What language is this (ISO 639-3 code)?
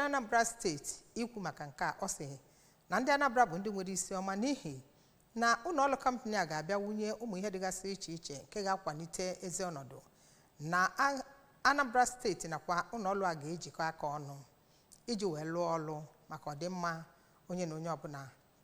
ibo